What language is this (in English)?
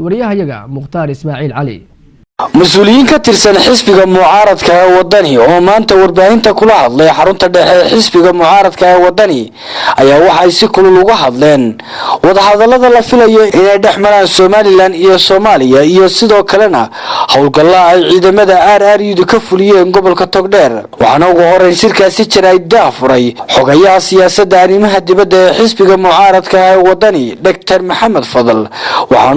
Somali